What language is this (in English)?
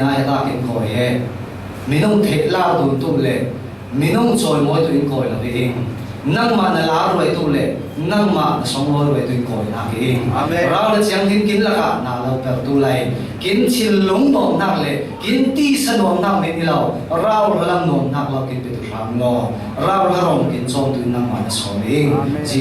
Falam Chin